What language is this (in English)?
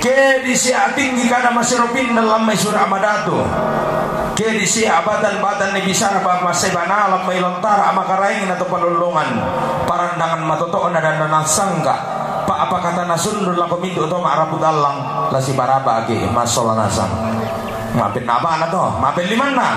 Toraja-Sa'dan